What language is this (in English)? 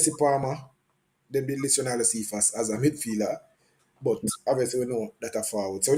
Jamaican Creole English